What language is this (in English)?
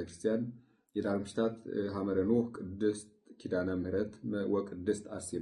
Amharic